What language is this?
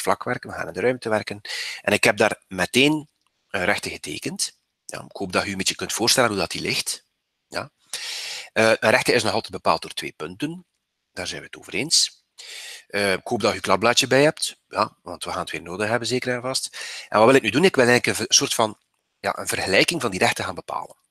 Dutch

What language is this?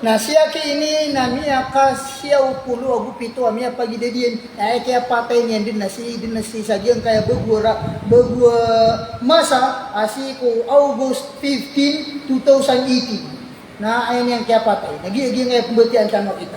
Maranao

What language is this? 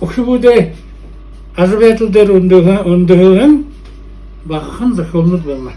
Buriat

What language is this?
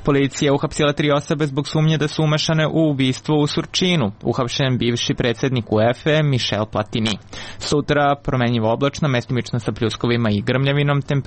Serbian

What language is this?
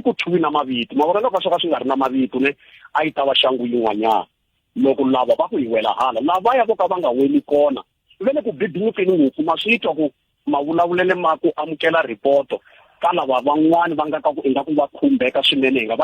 Tsonga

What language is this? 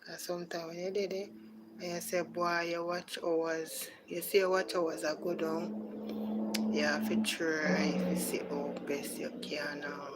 Jamaican Creole English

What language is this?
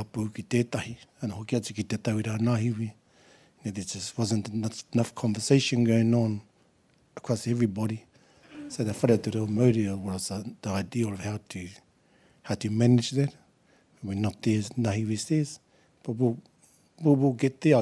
Māori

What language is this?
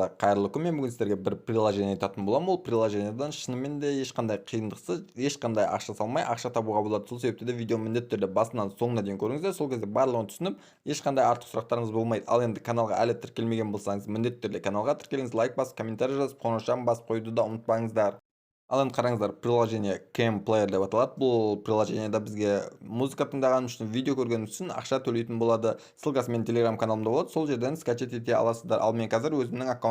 Kazakh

